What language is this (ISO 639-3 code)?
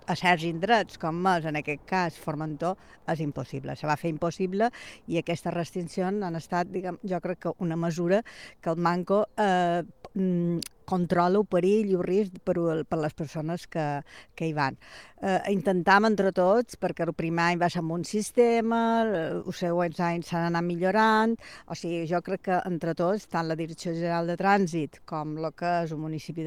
cat